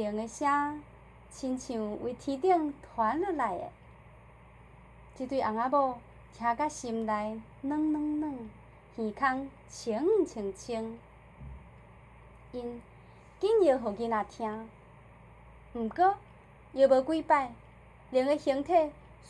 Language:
Min Nan Chinese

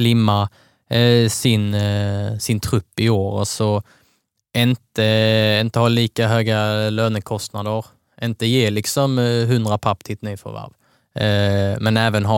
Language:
Swedish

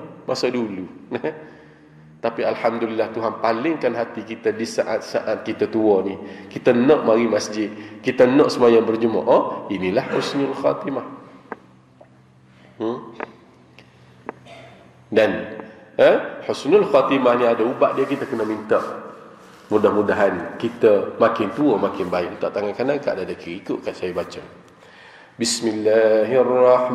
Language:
Malay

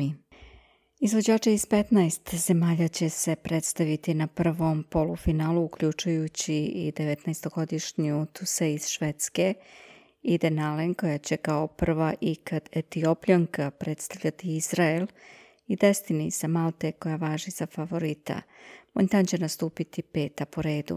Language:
Serbian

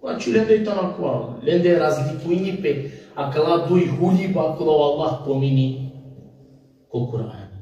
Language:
Balkan Romani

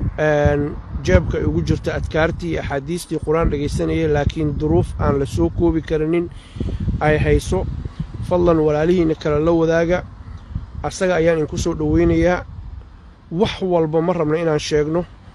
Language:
Somali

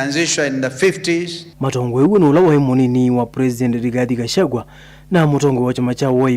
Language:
Kamba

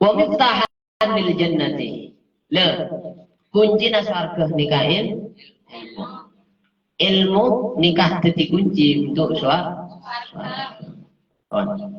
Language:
Madurese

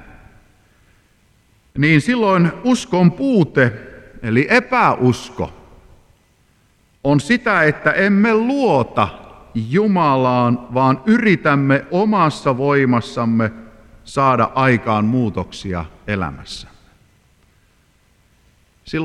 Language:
Finnish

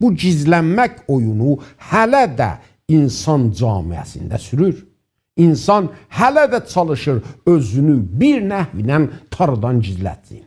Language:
South Azerbaijani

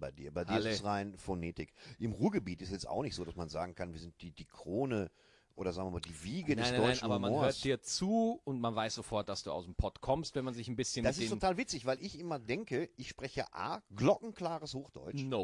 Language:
German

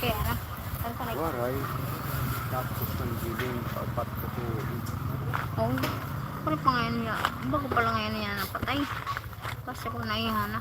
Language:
Waray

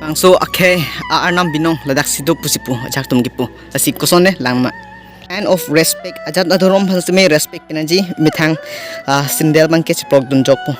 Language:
Karbi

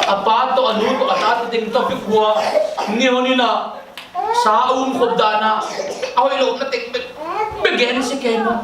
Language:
Tedim Chin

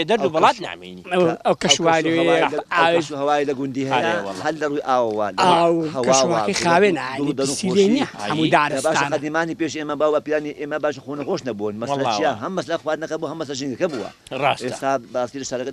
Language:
Central Kurdish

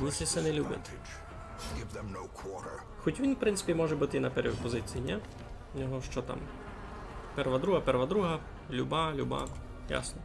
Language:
Rusyn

